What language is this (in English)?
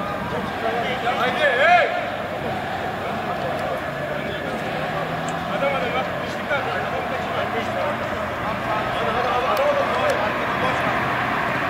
Turkish